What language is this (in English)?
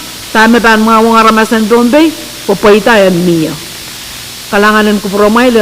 Pohnpeian